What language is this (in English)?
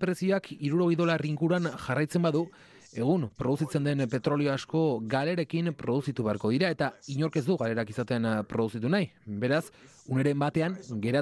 Basque